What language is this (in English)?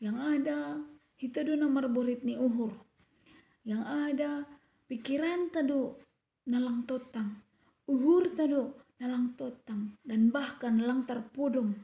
Batak Simalungun